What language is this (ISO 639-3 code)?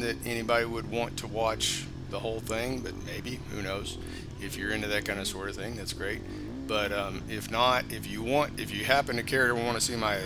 eng